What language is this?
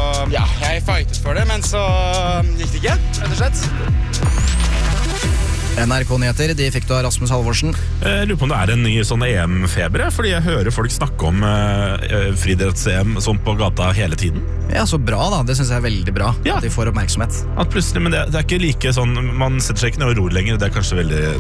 Norwegian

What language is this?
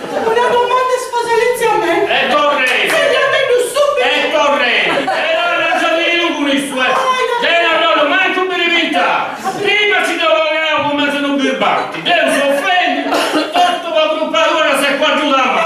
Sardinian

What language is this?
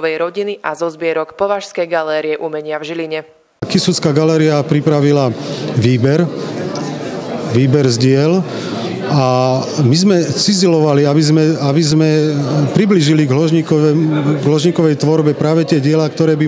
Slovak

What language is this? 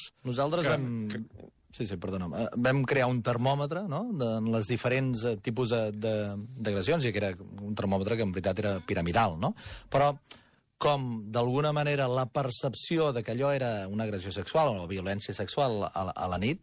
Catalan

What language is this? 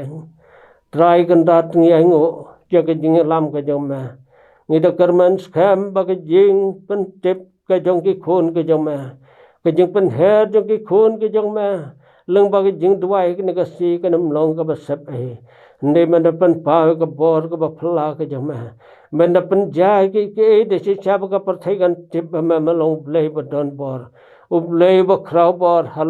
Khasi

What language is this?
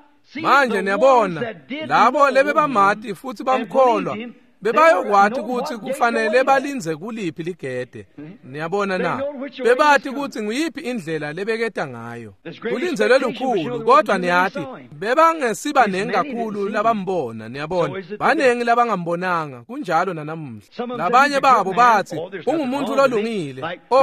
Swati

